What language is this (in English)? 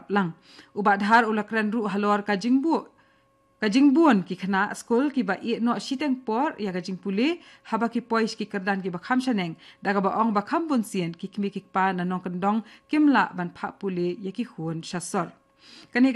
Khasi